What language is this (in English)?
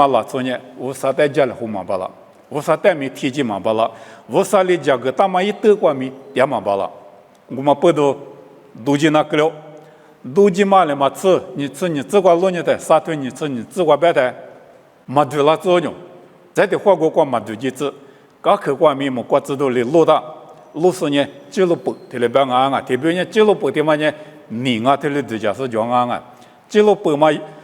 Lisu